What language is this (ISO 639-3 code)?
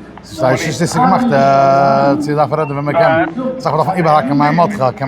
yid